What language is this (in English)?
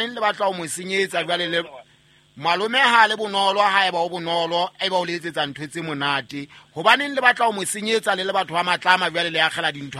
Southern Sotho